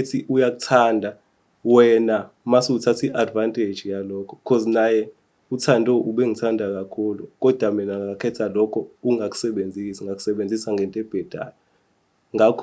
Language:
Zulu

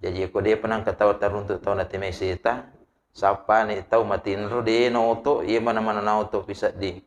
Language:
Buginese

